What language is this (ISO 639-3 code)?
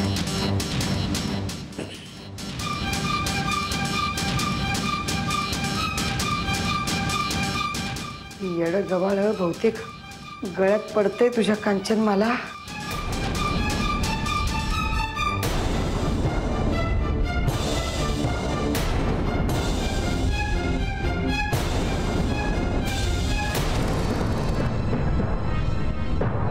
mar